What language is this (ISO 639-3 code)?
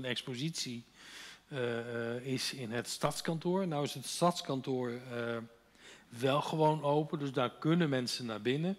nld